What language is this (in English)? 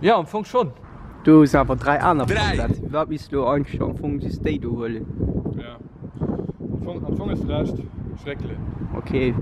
Luxembourgish